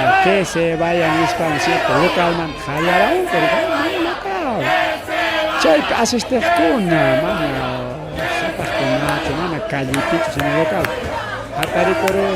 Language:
Ayacucho Quechua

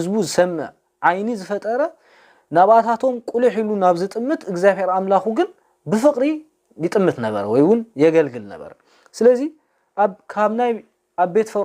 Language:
Tigrinya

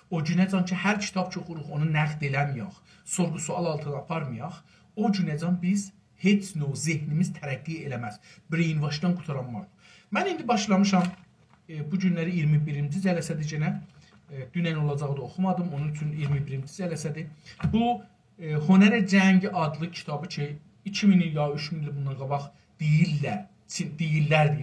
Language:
South Azerbaijani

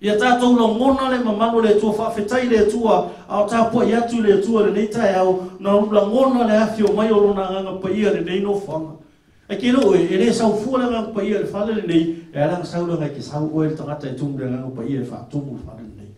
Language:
Samoan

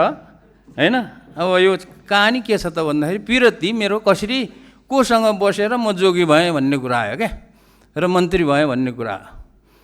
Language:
Nepali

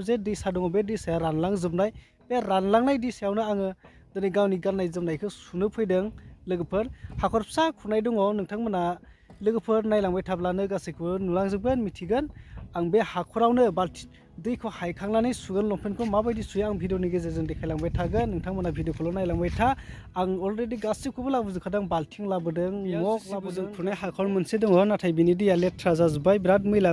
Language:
Bodo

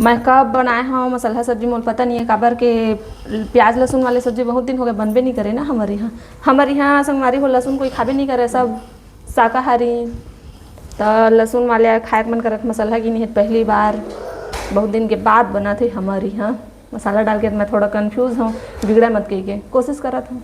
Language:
Chhattisgarhi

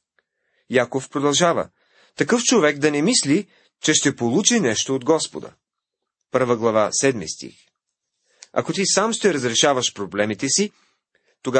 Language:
Bulgarian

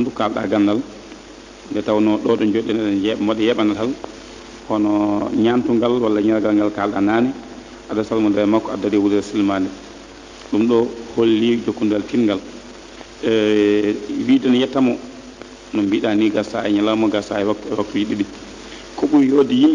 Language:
Fula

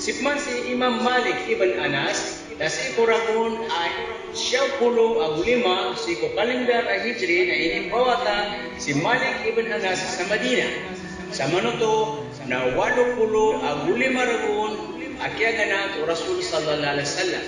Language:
Maranao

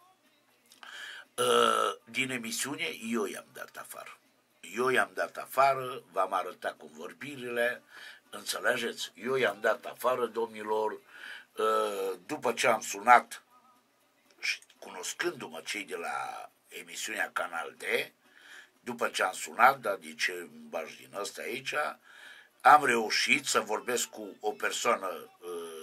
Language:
Romanian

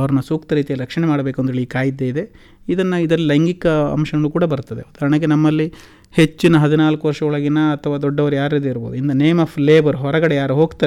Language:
Kannada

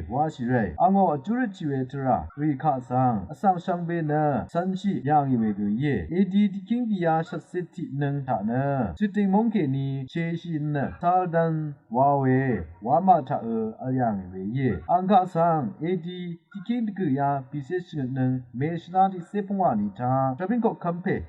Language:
Rawang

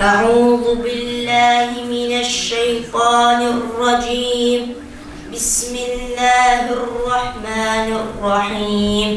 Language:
Kumyk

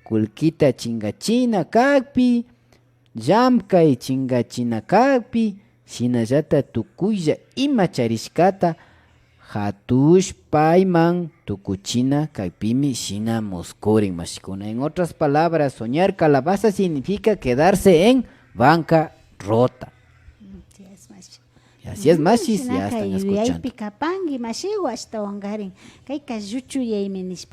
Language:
Imbabura Highland Quichua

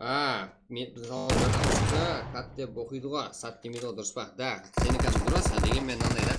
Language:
Kara-Kalpak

